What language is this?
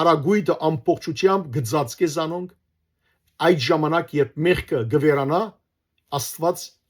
Western Armenian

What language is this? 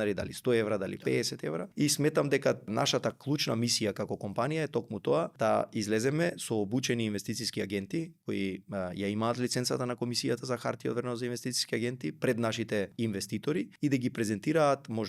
Macedonian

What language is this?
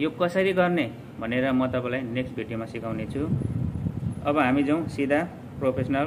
Nepali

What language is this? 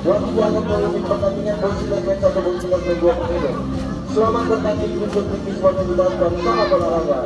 Ambonese Malay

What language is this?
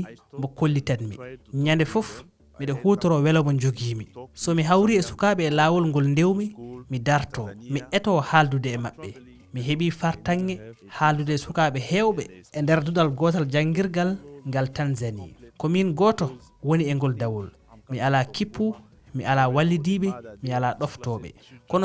Fula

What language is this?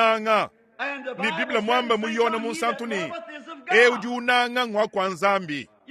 Luba-Lulua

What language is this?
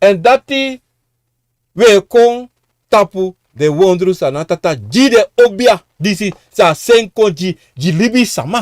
Sranan Tongo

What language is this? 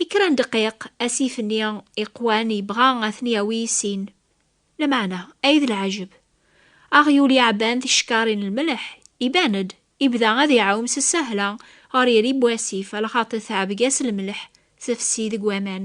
Kabyle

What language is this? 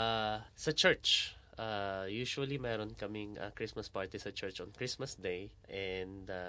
Filipino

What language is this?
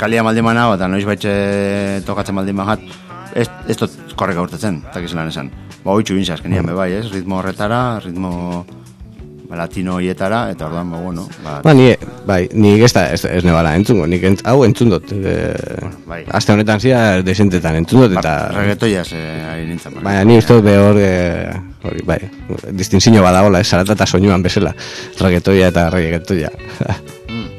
Basque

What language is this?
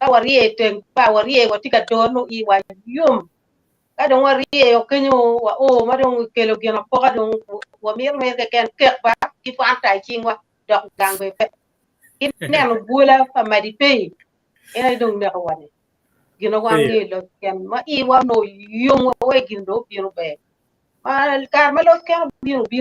Acoli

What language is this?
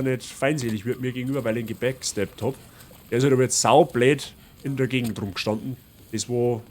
Bavarian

